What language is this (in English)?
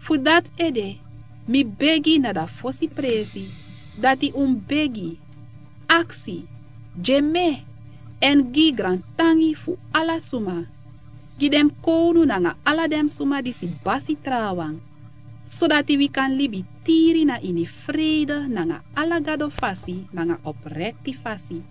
Sranan Tongo